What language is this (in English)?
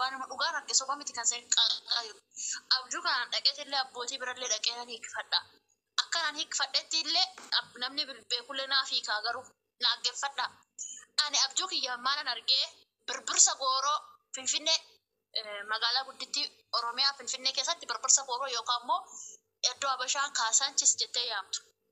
Oromo